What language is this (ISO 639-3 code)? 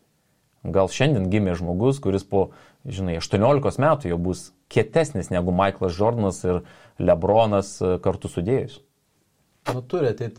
lit